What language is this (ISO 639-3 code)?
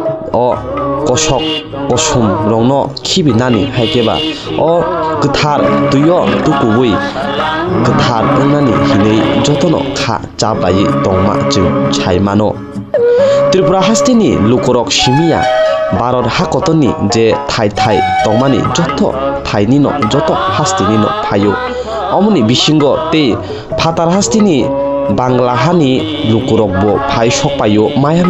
trp